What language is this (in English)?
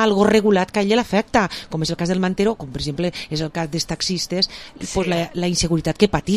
Catalan